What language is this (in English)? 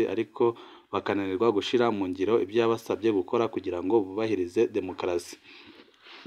Rundi